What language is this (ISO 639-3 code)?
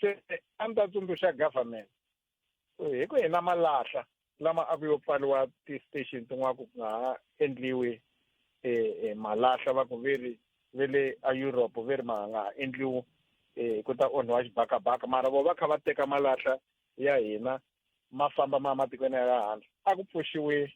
tso